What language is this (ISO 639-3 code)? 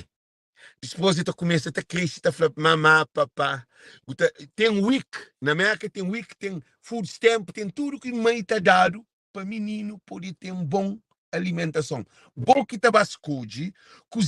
kea